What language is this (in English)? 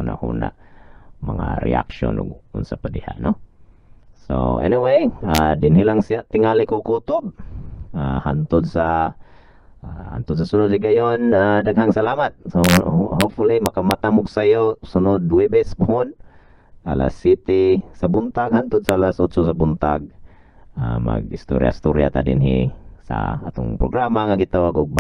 Cebuano